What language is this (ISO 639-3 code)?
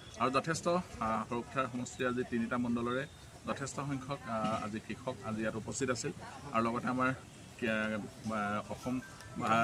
asm